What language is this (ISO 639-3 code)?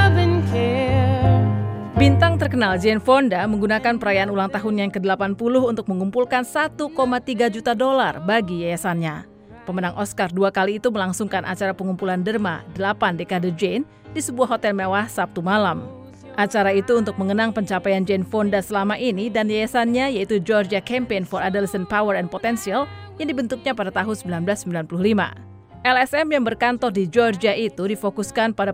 ind